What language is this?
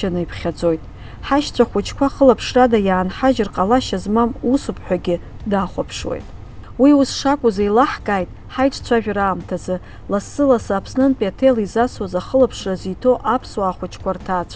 Abkhazian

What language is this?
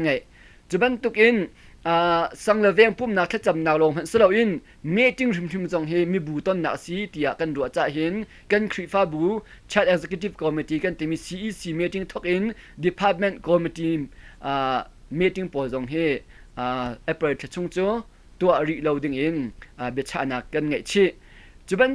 Hakha Chin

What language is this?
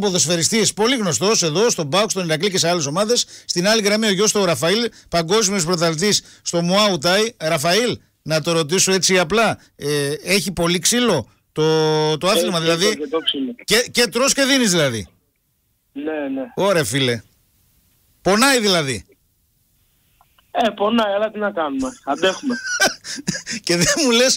Greek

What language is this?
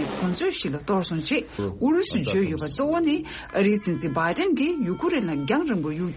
Tibetan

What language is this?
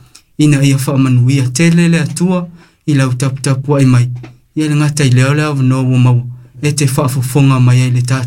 Samoan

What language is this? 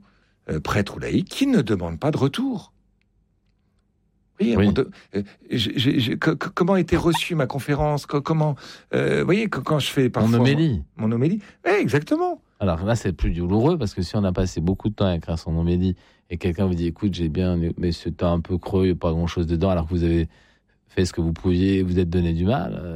French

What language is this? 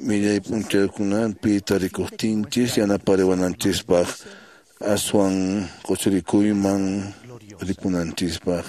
Quechua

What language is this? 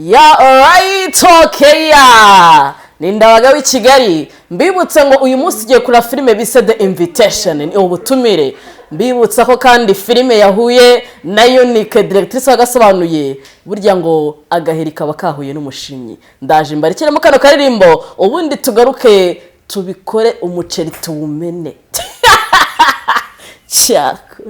Kinyarwanda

